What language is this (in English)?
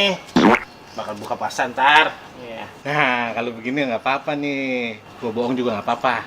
Betawi